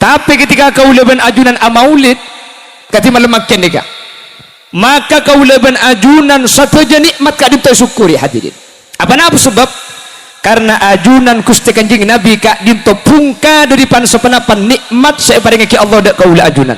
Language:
Madurese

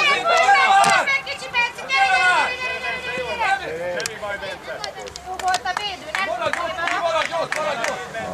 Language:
Hungarian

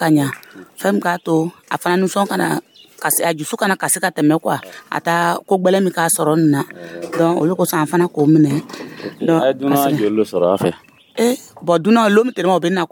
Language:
Dyula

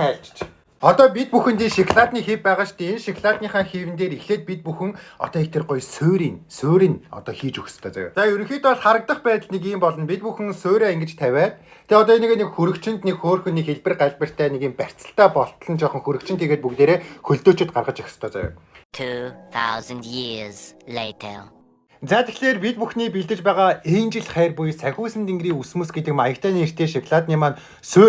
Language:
Mongolian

